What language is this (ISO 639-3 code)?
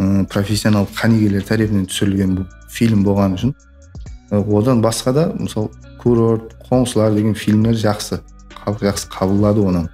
kaa